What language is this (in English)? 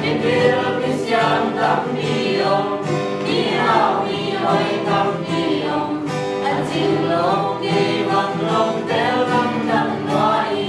Tedim Chin